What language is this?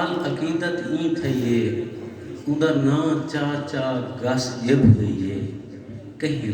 Saraiki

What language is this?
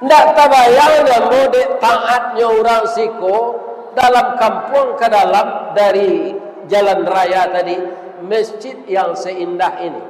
Minangkabau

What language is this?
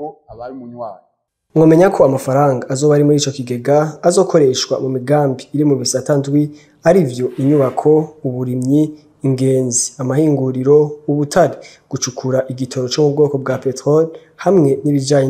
Rundi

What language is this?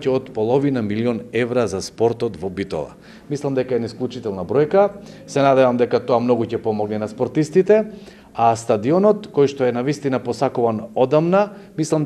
Macedonian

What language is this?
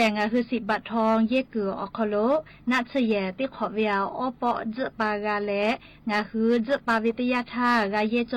Lahu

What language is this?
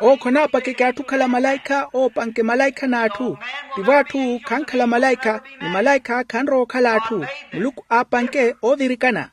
Makhuwa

